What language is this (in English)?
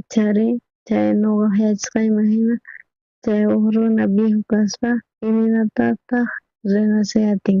South Bolivian Quechua